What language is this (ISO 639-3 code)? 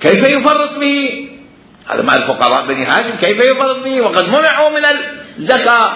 acm